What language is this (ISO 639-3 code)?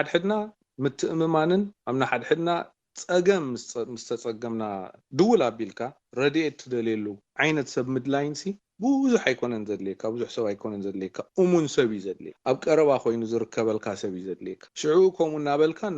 tir